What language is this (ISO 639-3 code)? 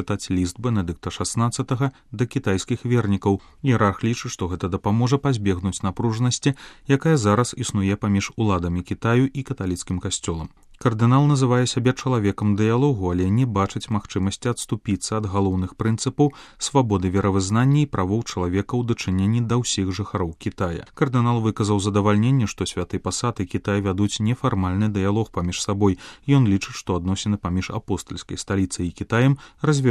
bel